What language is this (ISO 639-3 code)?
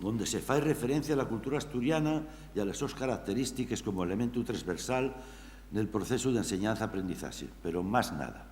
ast